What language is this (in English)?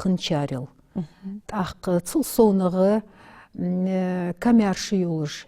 Ingush